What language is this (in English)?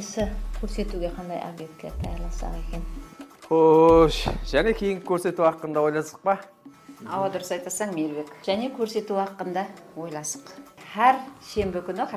Kara-Kalpak